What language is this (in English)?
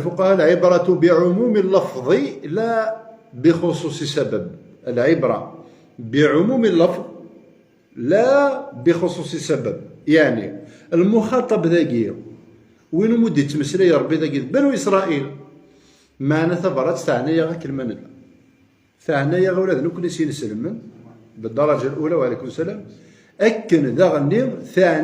Kabyle